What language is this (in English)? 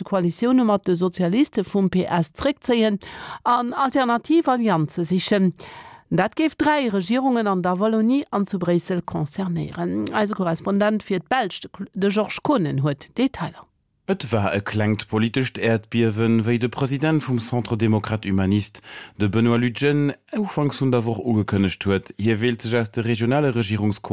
Luxembourgish